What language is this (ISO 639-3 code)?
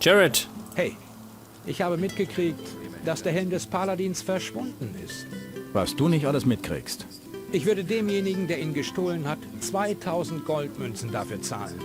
bar